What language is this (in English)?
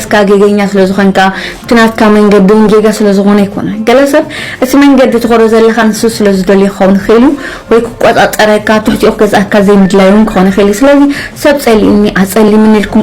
Tigrinya